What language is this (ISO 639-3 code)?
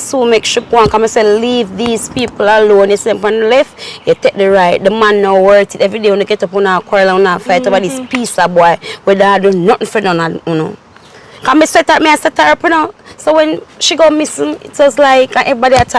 jam